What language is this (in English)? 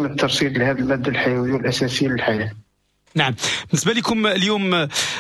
Moroccan Arabic